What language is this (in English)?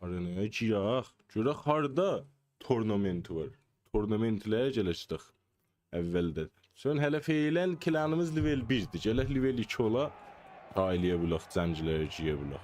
South Azerbaijani